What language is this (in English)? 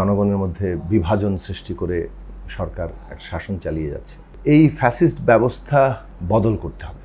Bangla